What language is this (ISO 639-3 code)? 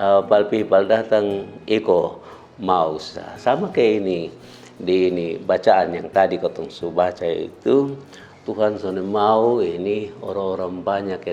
mkn